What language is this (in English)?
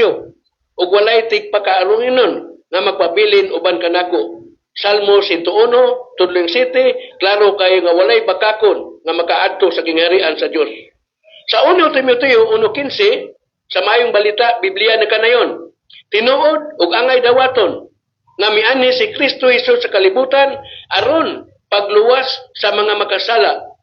Cebuano